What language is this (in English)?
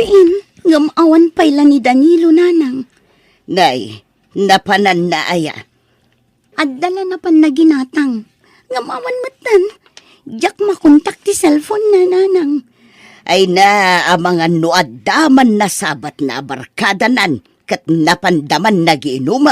Iloko